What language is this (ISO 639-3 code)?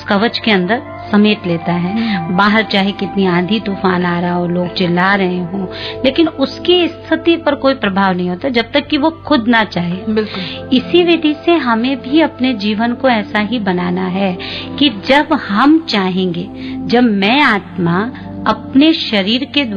hin